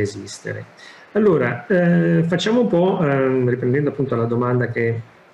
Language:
Italian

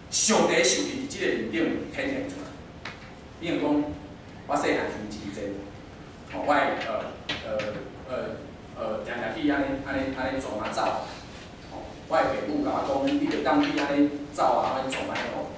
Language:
Min Nan Chinese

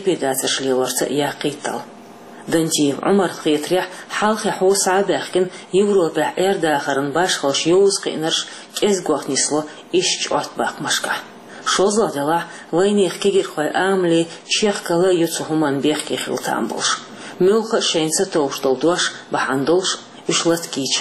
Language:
Chechen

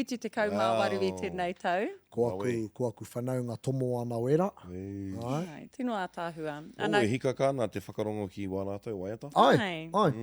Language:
Māori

